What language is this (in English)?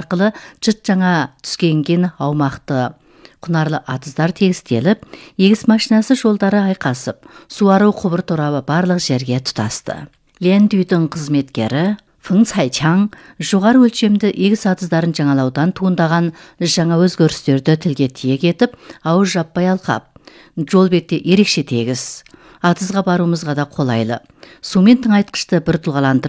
Kazakh